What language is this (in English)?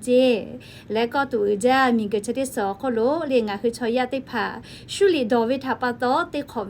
Lahu